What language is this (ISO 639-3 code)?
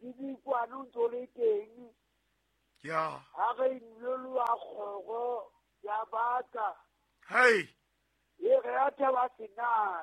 sot